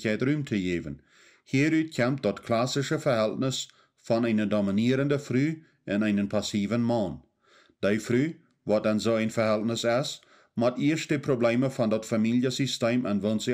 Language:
Plautdietsch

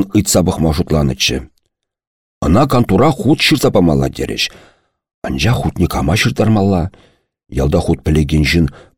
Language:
Chuvash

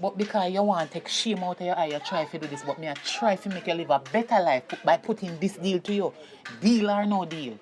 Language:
Jamaican Creole English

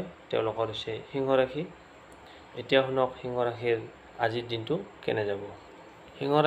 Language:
Assamese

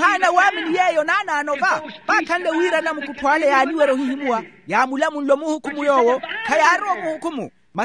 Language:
Makhuwa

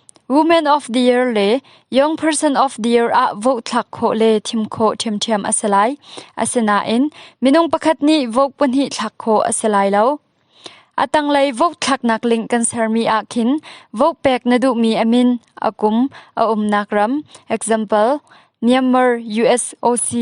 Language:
Hakha Chin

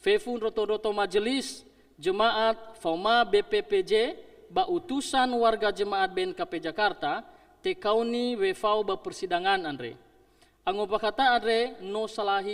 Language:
Nias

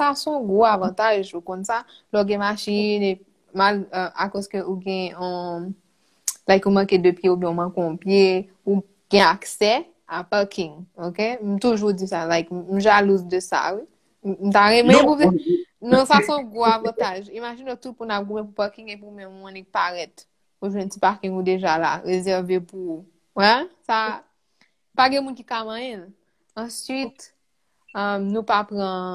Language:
Haitian Creole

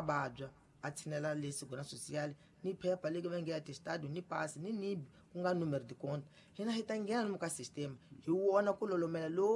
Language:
Tsonga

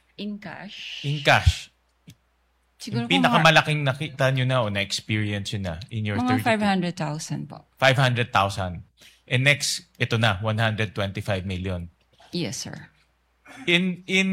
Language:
Filipino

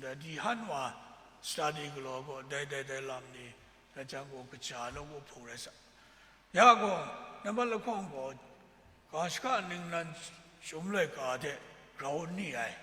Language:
Kachin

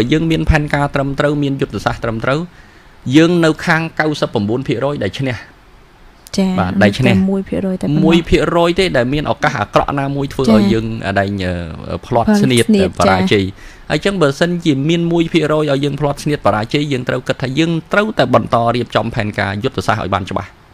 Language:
Khmer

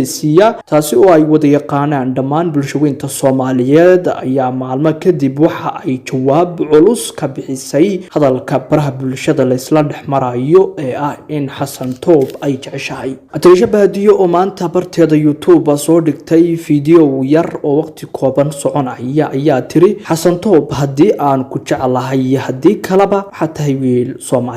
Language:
Somali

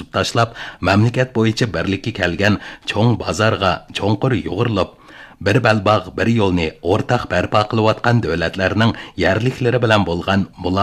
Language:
Uyghur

